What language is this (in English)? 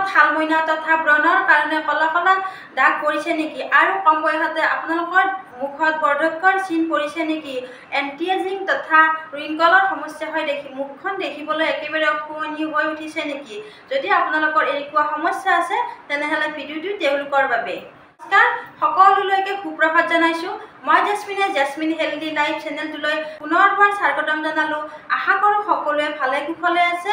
Assamese